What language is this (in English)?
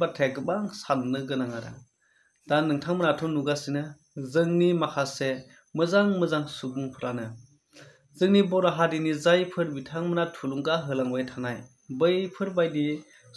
Bodo